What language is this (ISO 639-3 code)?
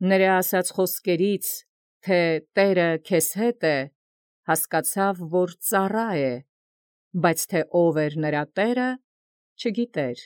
hye